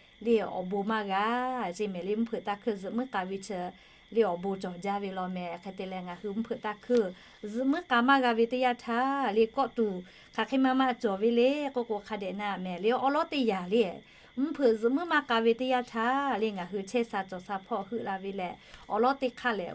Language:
Lahu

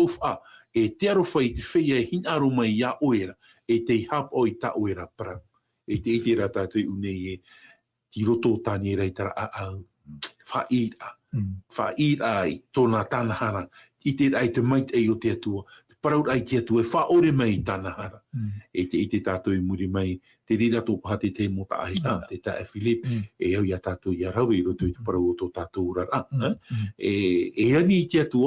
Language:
Tahitian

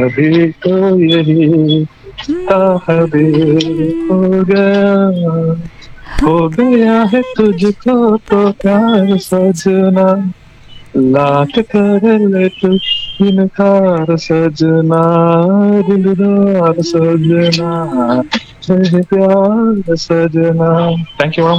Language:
Kannada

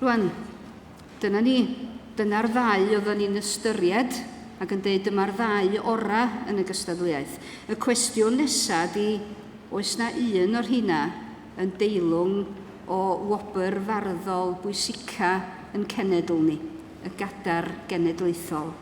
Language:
Welsh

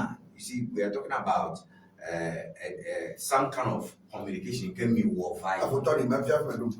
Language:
Ewe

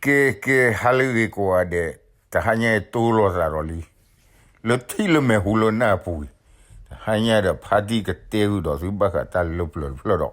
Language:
S'gaw Karen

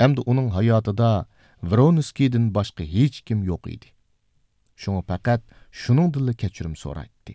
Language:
Uyghur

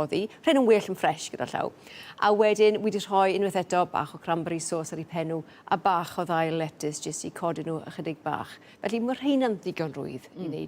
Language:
Welsh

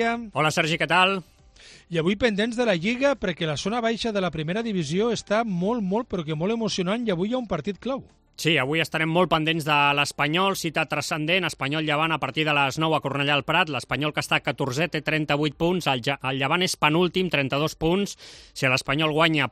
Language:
Catalan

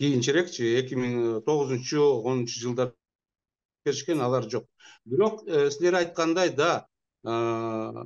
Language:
Kyrgyz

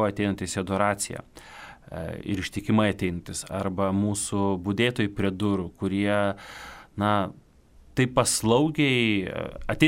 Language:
Lithuanian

